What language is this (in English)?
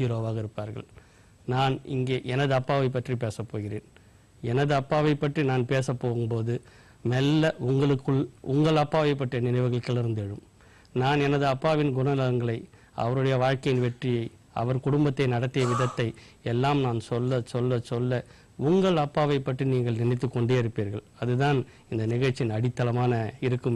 Tamil